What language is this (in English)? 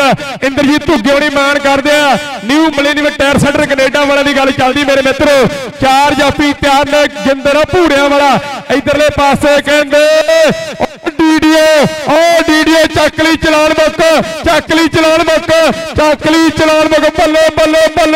Punjabi